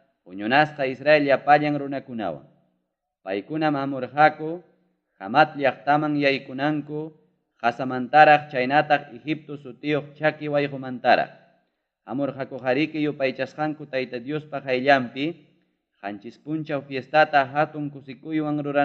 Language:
Ayacucho Quechua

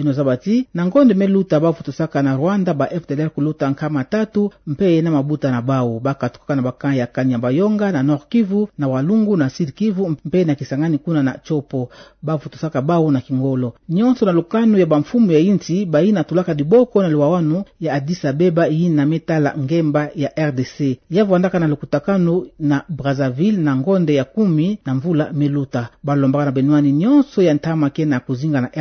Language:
Kituba (Democratic Republic of Congo)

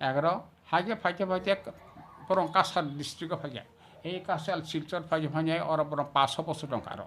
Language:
Kok Borok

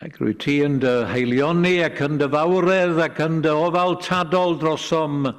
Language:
Welsh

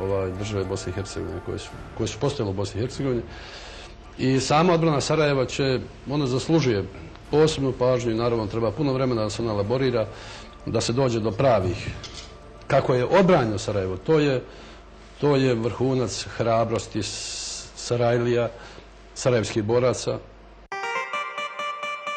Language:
Bosnian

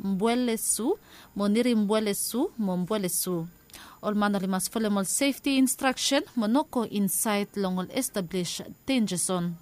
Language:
Bislama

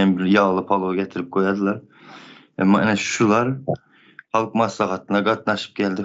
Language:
Turkmen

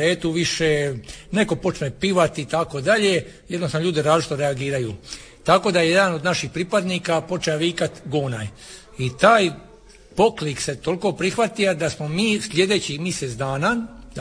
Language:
Croatian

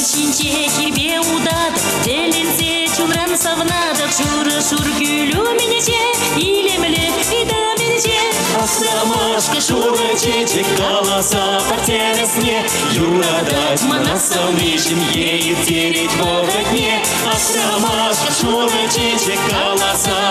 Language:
Chuvash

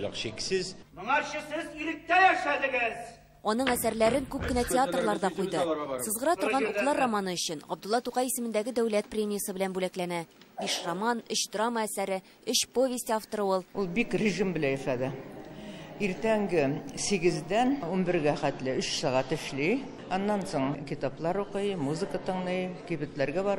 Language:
Tatar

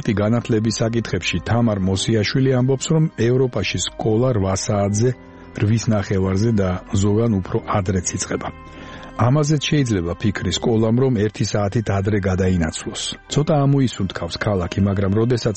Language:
Georgian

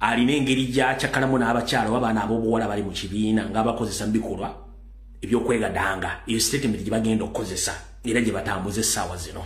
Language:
Ganda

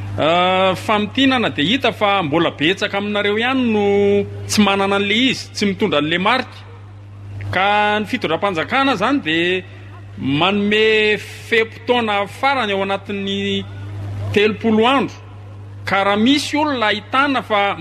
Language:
Malagasy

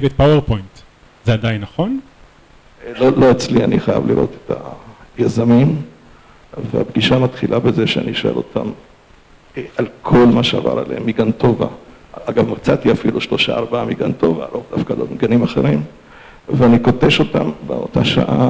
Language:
Hebrew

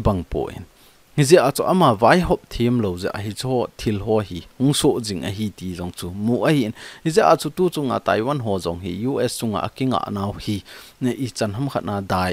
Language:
Thado Chin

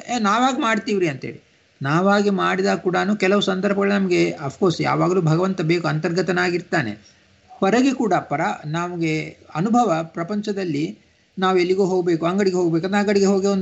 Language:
Kannada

